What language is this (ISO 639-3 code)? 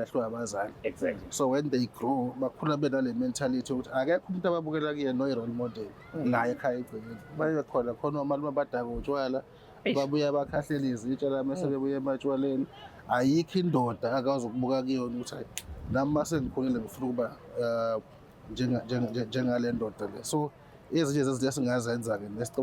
zul